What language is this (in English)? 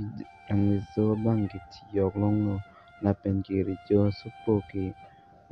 Karbi